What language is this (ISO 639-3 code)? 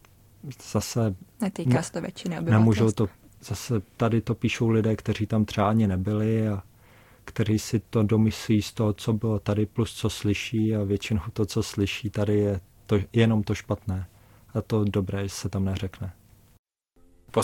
ces